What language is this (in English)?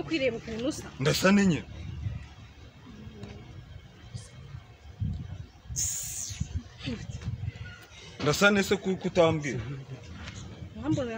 Kinyarwanda